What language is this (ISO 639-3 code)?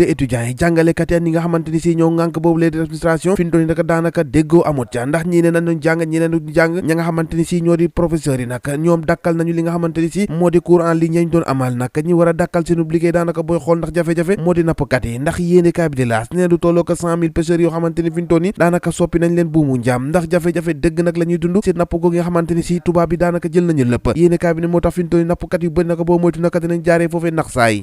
wol